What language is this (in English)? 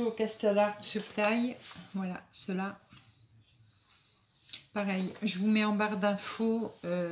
French